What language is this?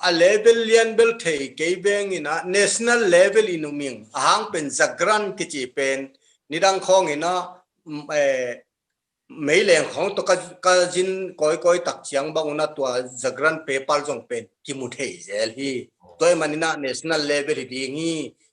Tedim Chin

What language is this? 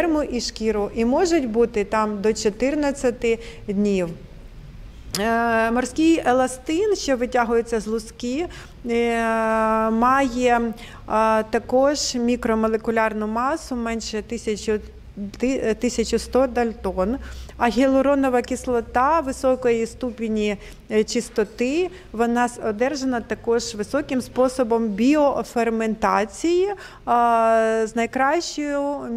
Ukrainian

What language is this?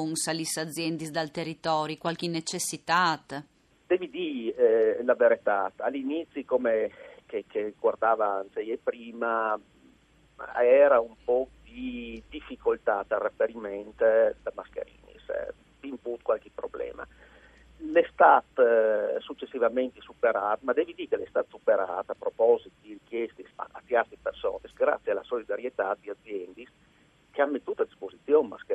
Friulian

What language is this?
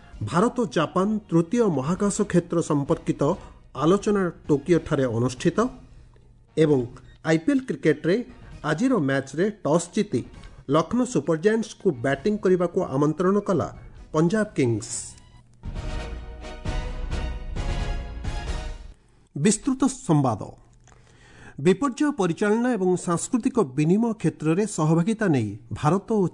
Odia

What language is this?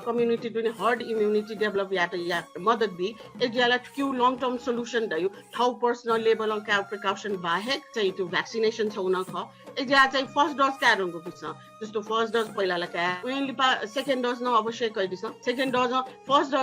Newari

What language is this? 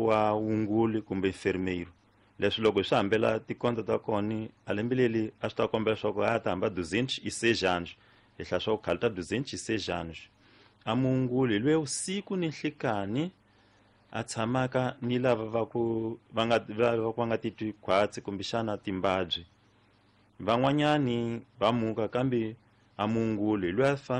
Tsonga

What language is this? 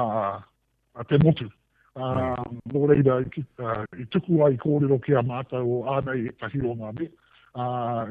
Māori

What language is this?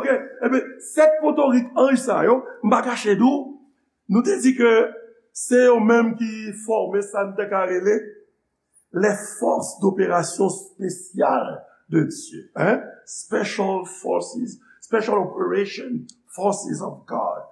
Haitian Creole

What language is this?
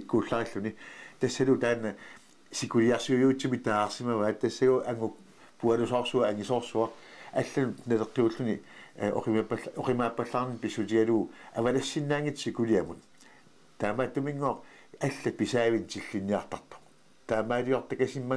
Kalaallisut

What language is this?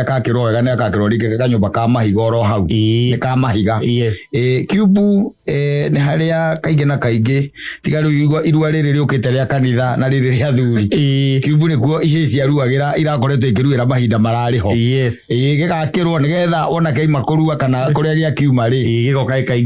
Kikuyu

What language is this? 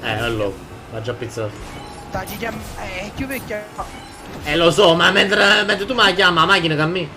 Neapolitan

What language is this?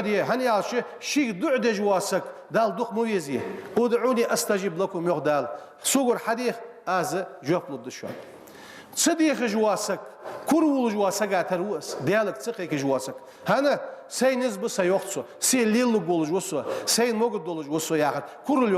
Ingush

